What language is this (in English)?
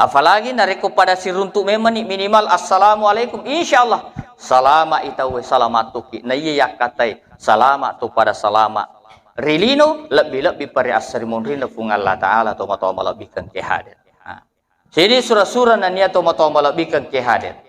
Buginese